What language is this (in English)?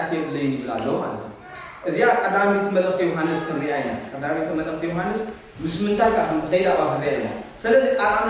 Tigrinya